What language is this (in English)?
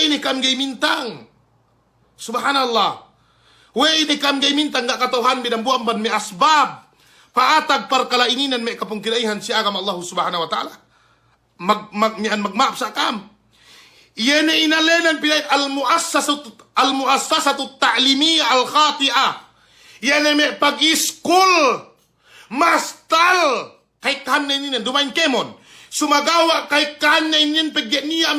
Yakan